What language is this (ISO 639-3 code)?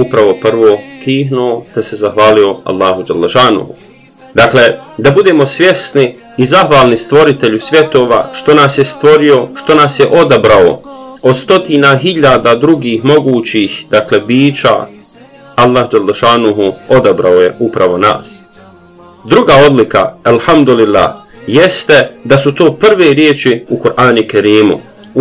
bos